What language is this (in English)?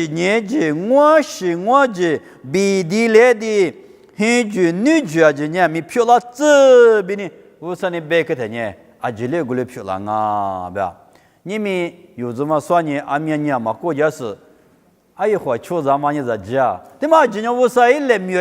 Lisu